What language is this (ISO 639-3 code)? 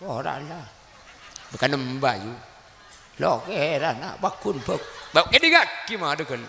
mad